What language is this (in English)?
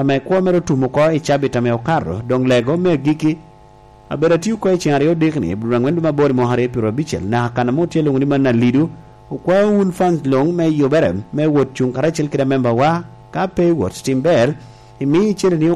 Lango (Uganda)